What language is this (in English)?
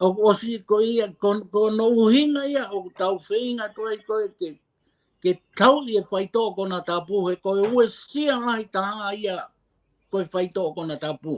Tongan